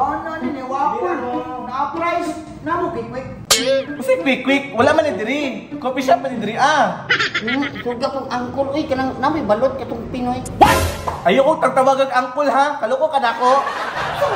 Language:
Cebuano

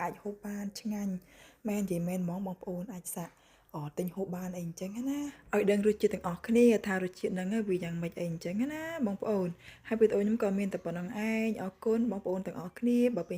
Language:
Khmer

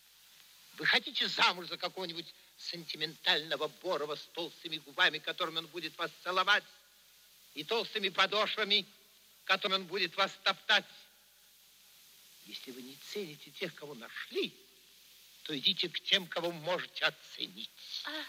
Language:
Russian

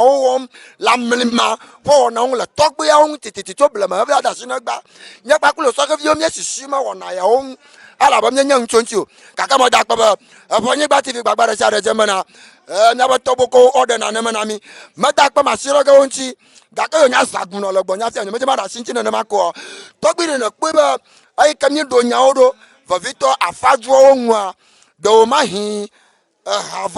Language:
Ewe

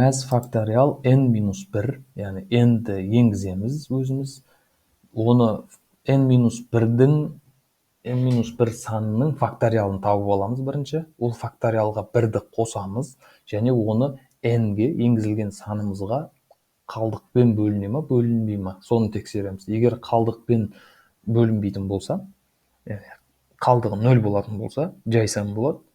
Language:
Kazakh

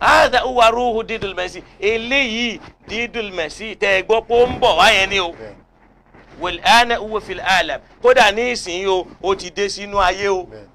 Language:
Yoruba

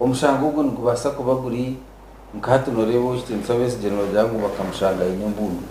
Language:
Nyankole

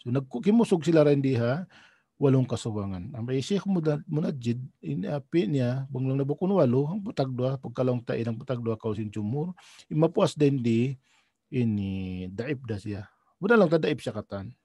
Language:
Tausug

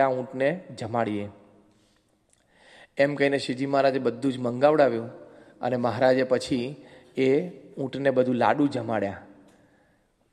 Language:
Gujarati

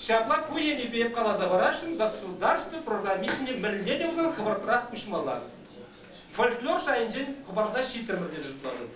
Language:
Chuvash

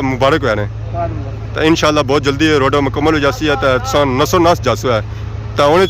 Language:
Pahari-Potwari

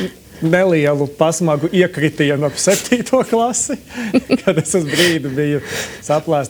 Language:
Latvian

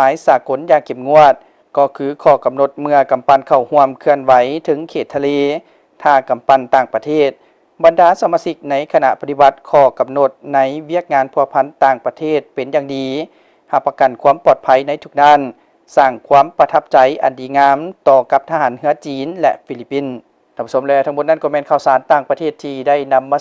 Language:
Lao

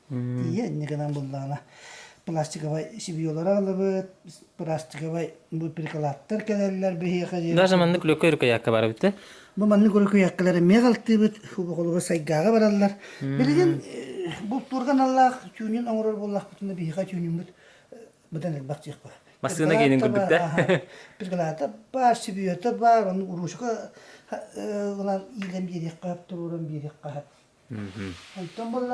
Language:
Yakut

